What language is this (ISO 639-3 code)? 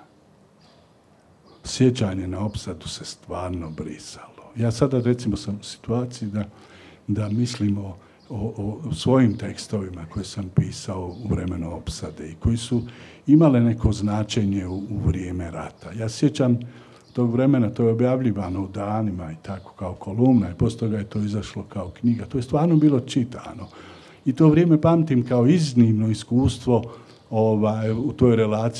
bos